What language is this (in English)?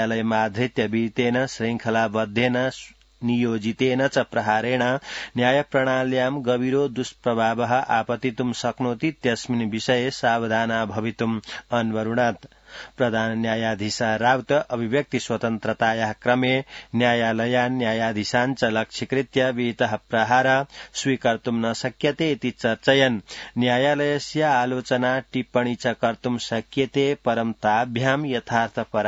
Sanskrit